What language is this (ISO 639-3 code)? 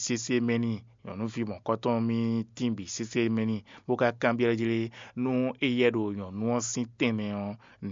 fon